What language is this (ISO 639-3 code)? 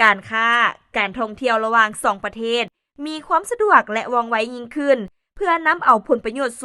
lao